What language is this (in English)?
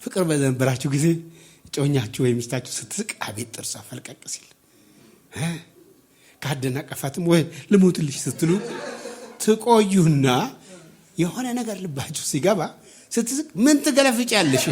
Amharic